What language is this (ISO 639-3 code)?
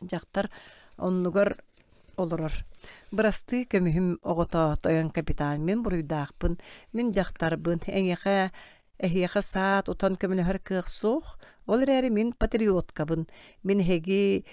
sah